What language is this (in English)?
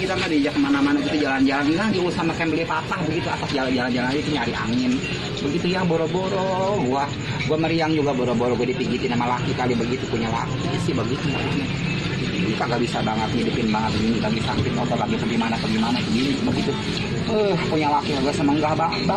Betawi